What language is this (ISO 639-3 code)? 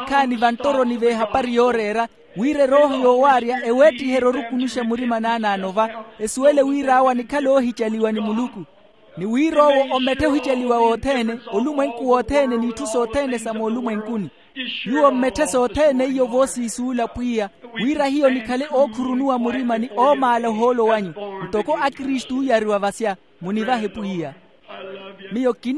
vmw